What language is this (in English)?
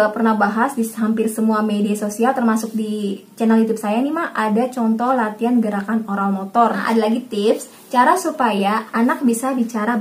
Indonesian